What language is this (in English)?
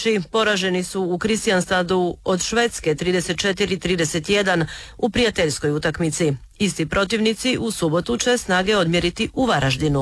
Croatian